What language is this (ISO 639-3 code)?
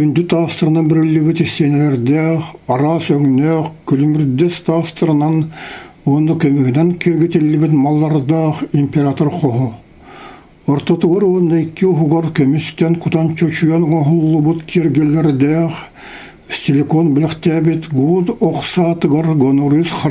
sah